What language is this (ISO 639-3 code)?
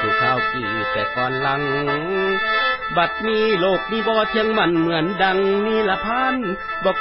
lao